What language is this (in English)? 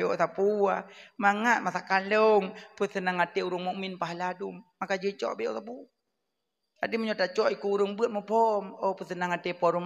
Achinese